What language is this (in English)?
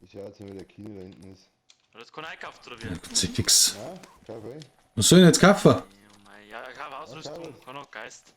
Bavarian